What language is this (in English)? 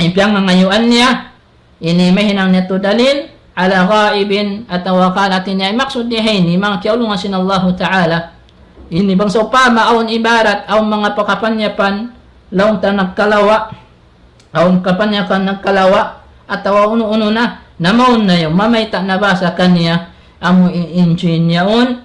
Tausug